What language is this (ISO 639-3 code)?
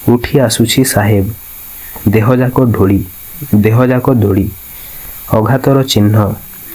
ori